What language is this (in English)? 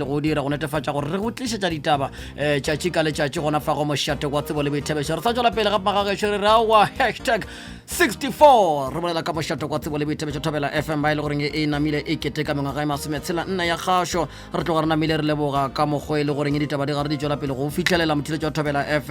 Northern Sotho